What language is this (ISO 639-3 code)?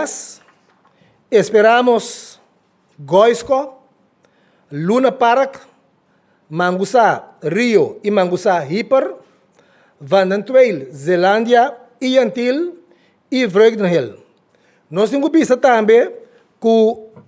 pap